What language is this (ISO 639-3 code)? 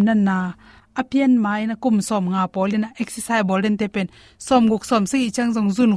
ctd